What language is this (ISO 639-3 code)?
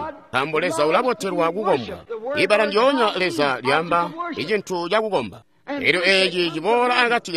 toi